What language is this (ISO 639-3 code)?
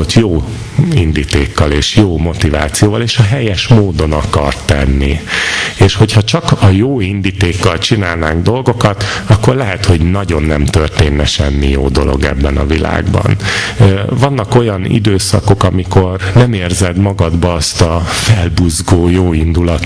hun